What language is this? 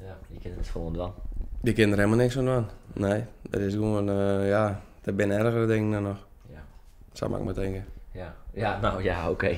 Western Frisian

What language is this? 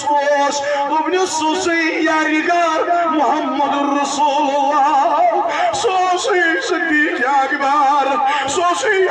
Kashmiri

